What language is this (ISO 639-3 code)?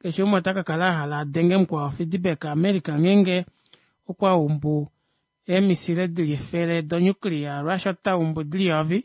kua